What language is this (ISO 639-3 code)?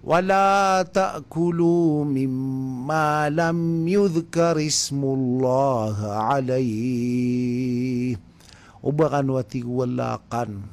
mrw